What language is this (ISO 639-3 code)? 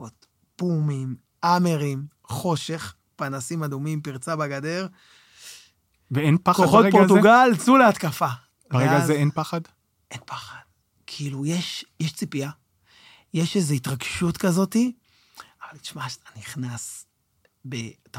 heb